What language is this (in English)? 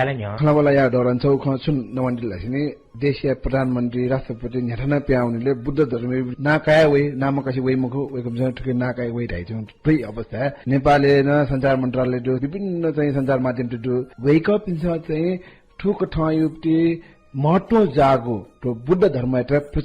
Newari